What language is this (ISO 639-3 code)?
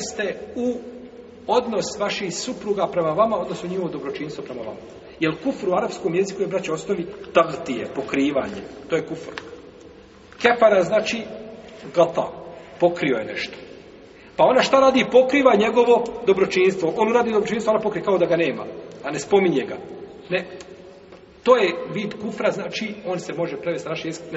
bos